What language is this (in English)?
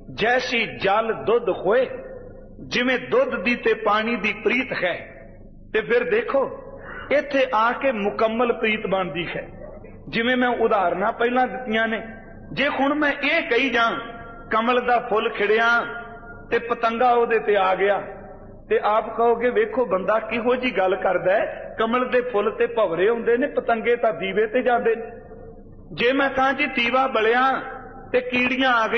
Punjabi